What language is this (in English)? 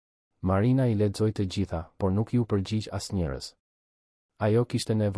Albanian